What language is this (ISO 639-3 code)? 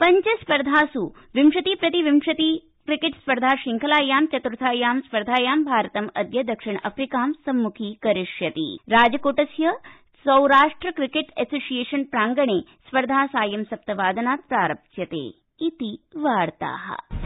san